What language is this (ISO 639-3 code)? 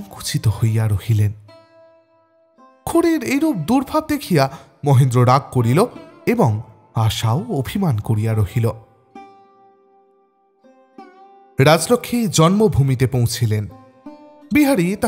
ben